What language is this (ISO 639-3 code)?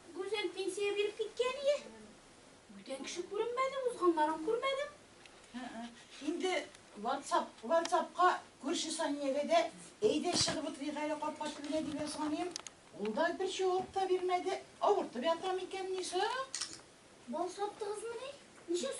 tat